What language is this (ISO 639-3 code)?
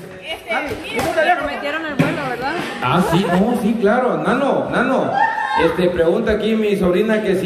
spa